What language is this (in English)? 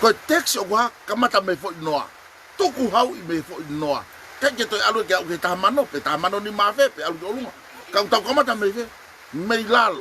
Tongan